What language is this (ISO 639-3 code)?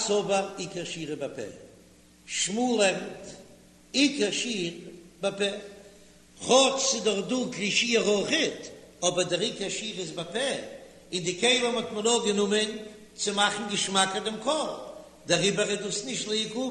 yid